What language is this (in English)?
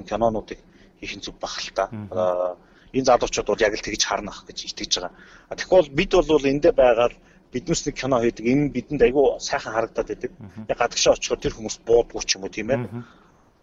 Mongolian